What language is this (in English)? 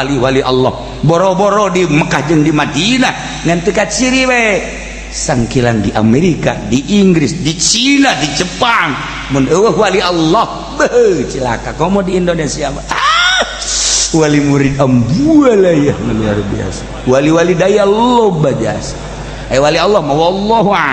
Sundanese